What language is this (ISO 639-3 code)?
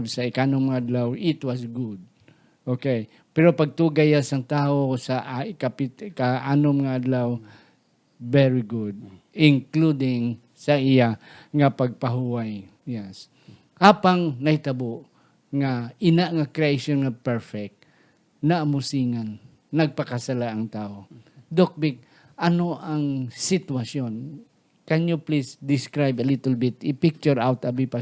hil